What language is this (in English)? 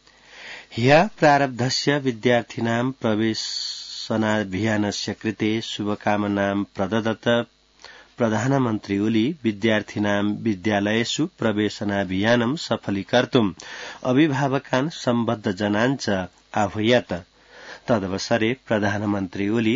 Sanskrit